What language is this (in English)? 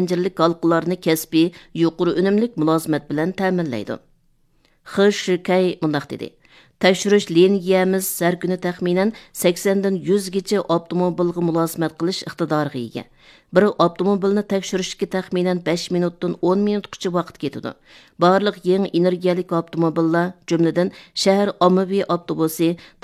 Uyghur